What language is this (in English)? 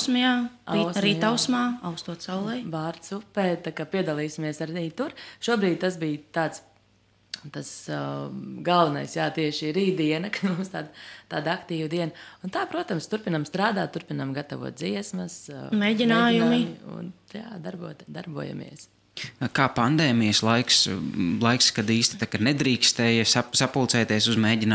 Latvian